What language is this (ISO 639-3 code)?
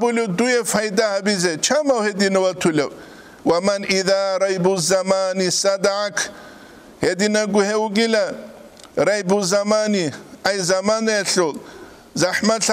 ava